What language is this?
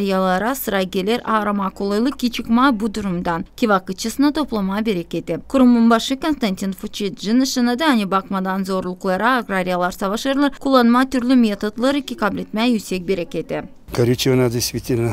Gagauz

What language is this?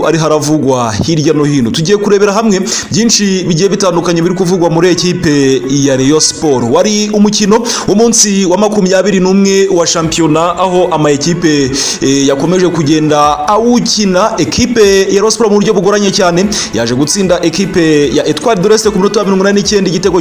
Kinyarwanda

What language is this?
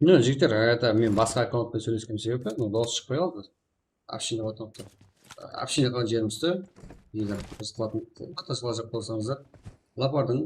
Kara-Kalpak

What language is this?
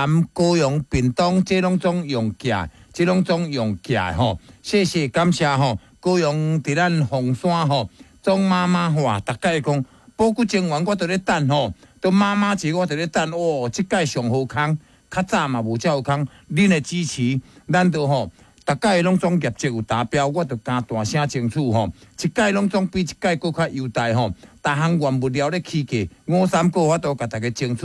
Min Nan Chinese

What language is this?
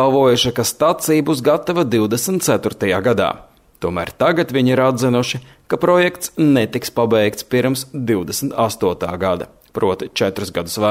Latvian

